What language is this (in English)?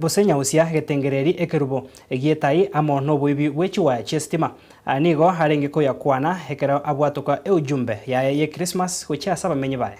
Gusii